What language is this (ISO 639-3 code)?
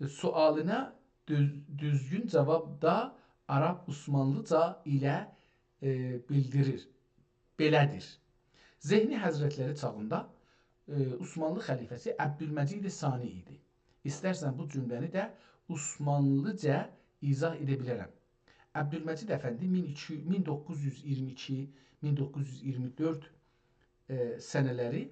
azb